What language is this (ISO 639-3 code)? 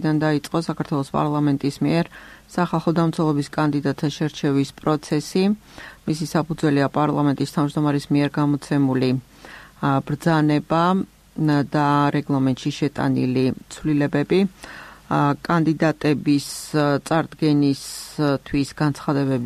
kat